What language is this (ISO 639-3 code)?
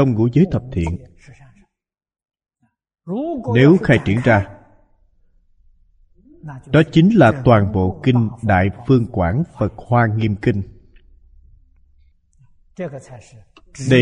vie